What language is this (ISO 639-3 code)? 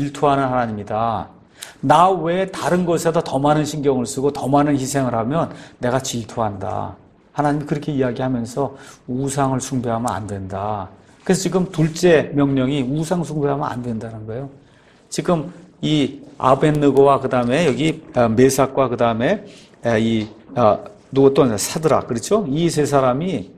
kor